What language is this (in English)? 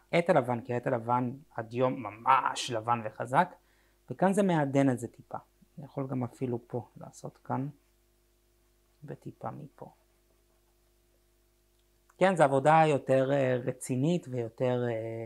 Hebrew